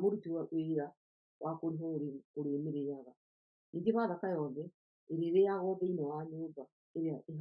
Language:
Kikuyu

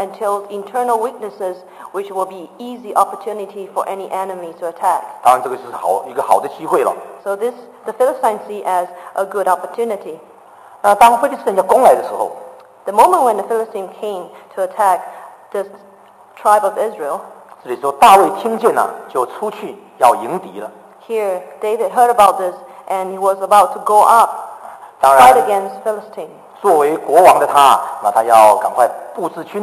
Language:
Chinese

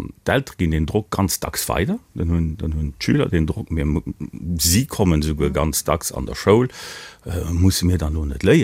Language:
Luxembourgish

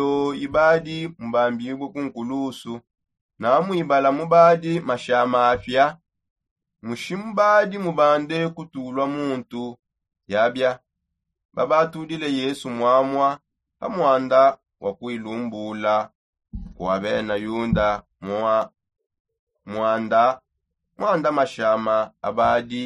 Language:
Songe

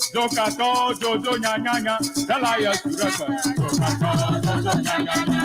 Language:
Ewe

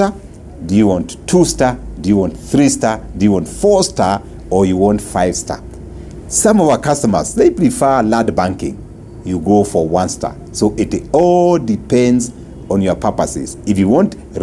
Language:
Kalenjin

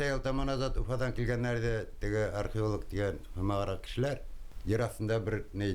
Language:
Bashkir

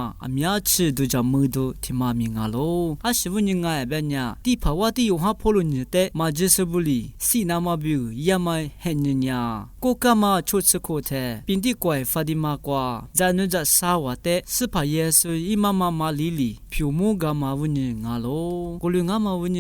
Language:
Lisu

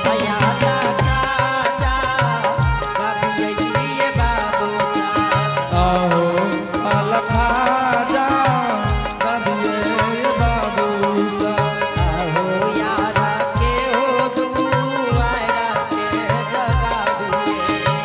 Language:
Angika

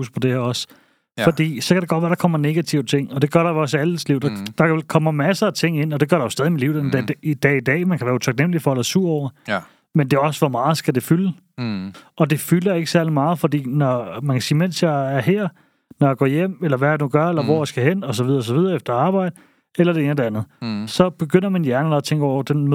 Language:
Danish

